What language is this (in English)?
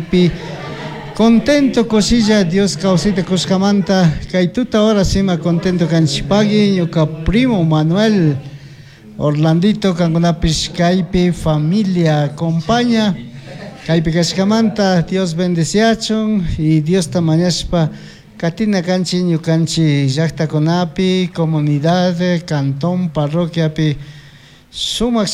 Chimborazo Highland Quichua